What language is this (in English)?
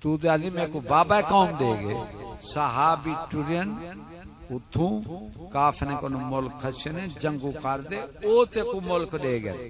Saraiki